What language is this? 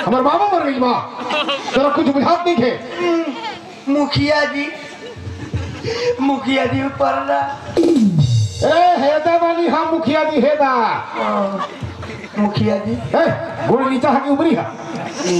Bhojpuri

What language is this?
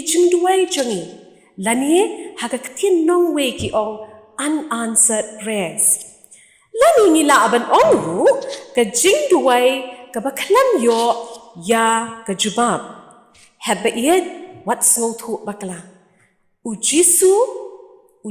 Khasi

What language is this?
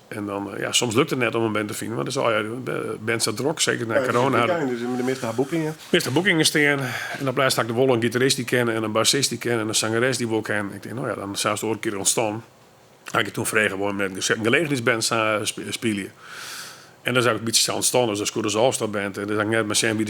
Western Frisian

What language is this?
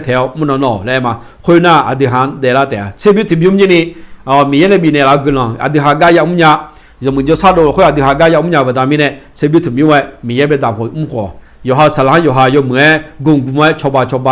Akha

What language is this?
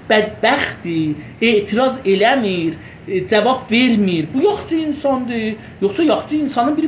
South Azerbaijani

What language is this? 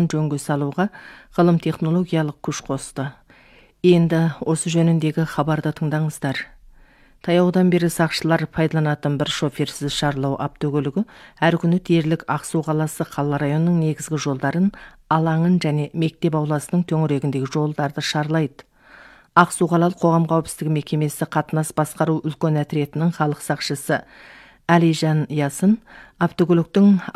Kazakh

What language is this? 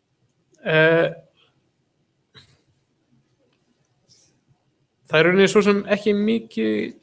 Icelandic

